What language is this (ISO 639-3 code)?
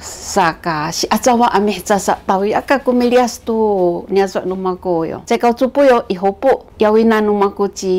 szy